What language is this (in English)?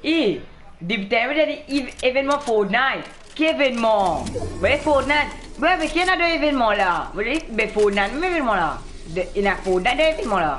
Morisyen